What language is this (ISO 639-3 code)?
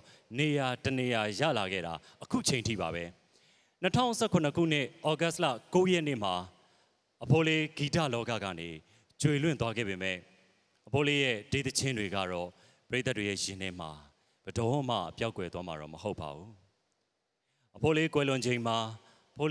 mya